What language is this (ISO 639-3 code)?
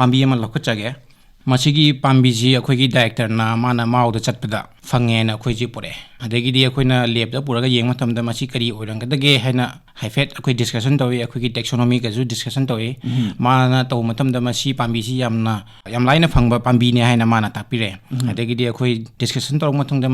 mni